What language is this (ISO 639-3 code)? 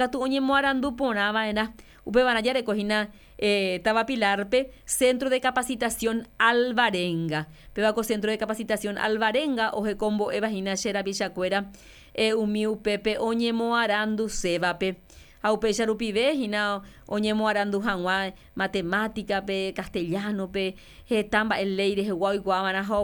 grn